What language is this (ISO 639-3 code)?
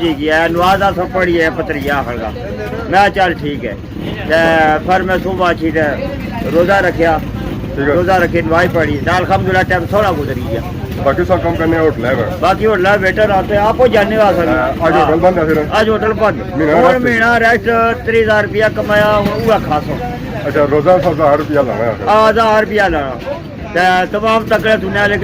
phr